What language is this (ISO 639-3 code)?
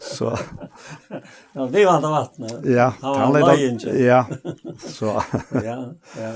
fao